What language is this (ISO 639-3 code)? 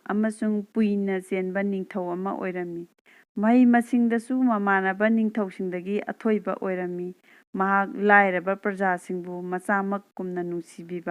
mni